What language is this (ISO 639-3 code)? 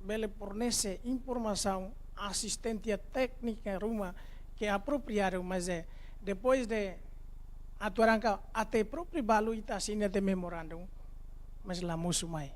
tet